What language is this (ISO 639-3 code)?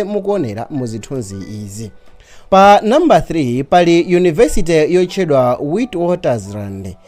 nya